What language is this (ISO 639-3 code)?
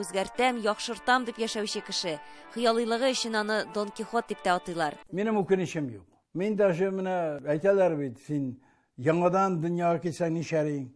tat